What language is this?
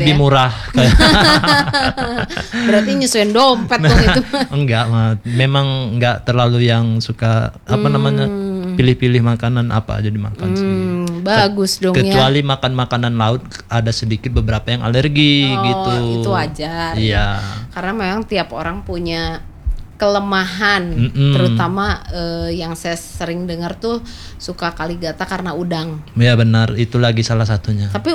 Indonesian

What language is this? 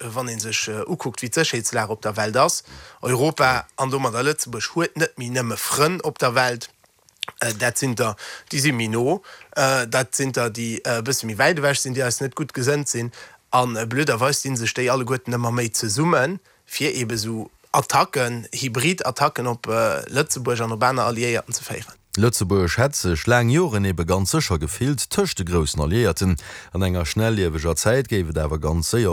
Luxembourgish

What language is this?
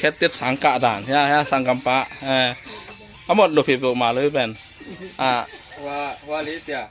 Tedim Chin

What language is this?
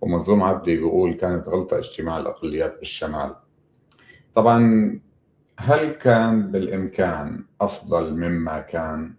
North Levantine Arabic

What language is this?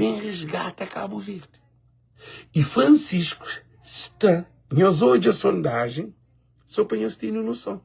Kabuverdianu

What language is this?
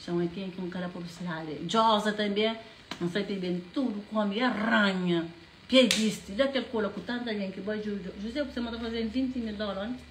Kabuverdianu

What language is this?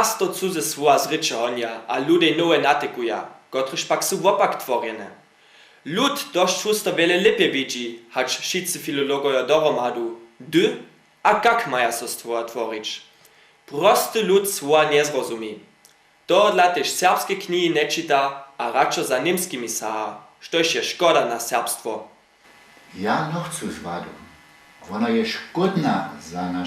Upper Sorbian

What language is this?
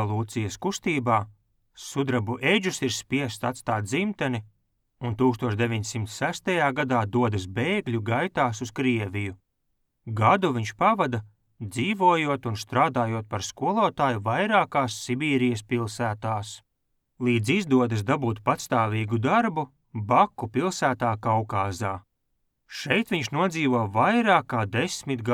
Latvian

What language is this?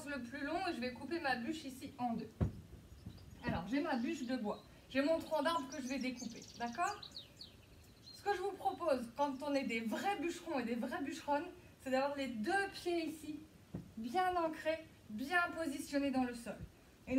French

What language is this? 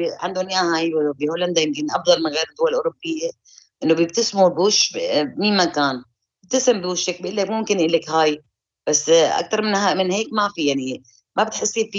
North Levantine Arabic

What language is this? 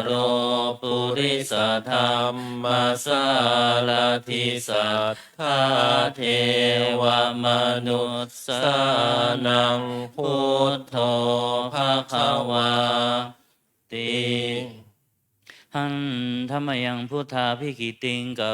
Pali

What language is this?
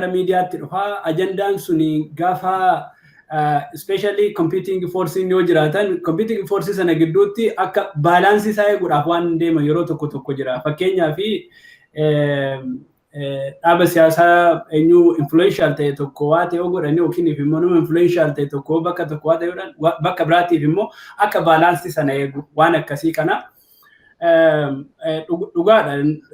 Oromo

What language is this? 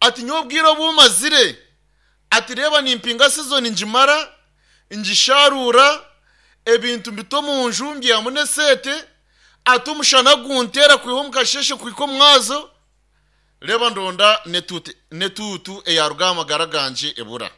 Nyankole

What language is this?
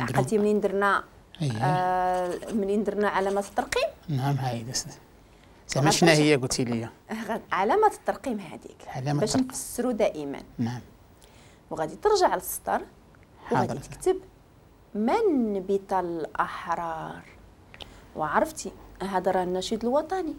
Moroccan Arabic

